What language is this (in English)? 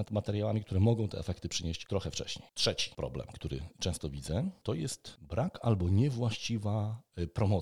Polish